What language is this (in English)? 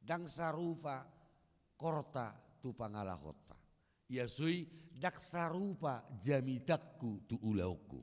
Batak Toba